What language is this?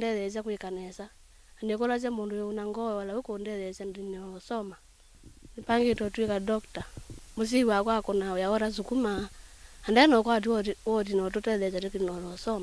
Kamba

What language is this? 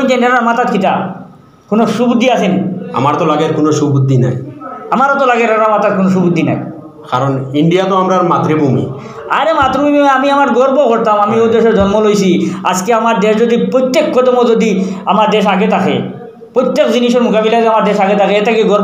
Sylheti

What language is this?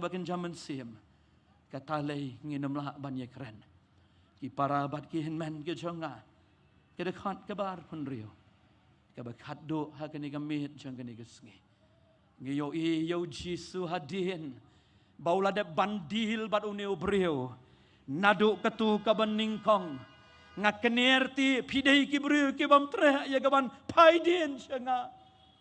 Khasi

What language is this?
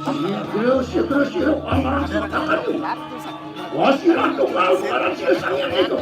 Balinese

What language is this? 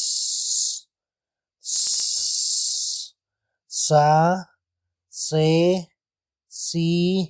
Tektiteko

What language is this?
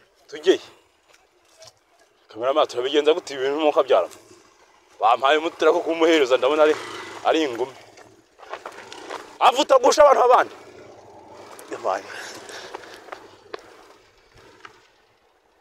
Kinyarwanda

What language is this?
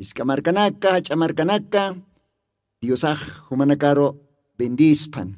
Aymara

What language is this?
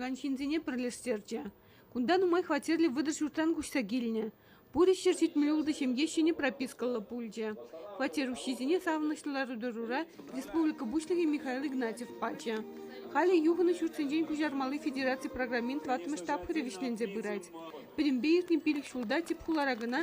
Chuvash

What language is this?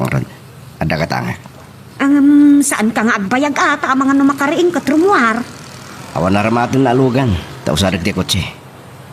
Iloko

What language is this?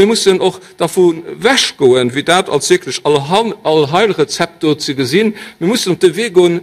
Luxembourgish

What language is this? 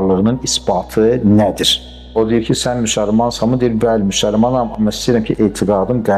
Azerbaijani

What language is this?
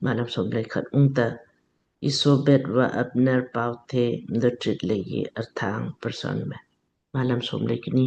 Lamkang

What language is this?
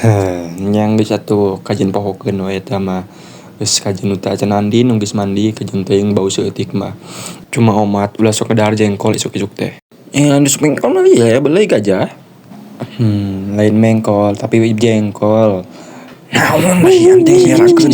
Sundanese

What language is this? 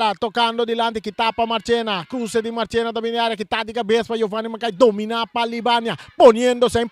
Papiamento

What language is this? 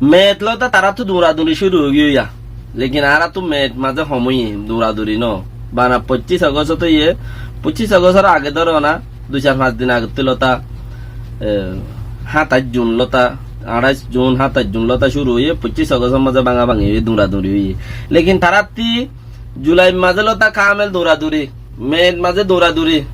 Rohingya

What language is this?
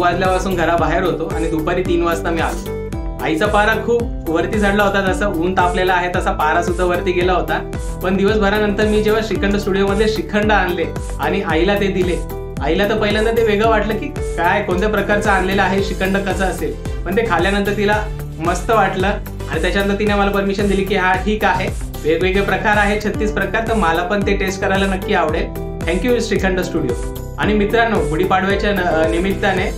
Marathi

